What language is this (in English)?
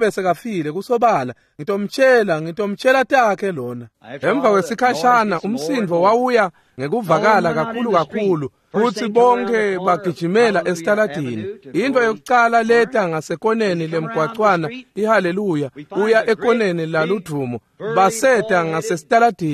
Swati